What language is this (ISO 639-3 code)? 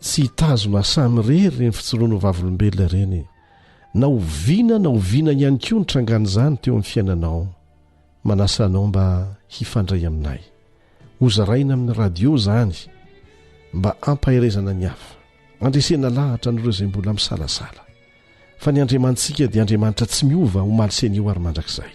mlg